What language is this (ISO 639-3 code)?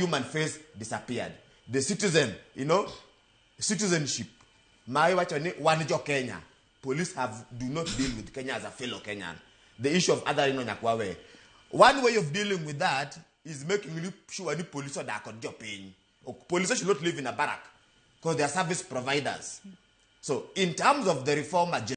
luo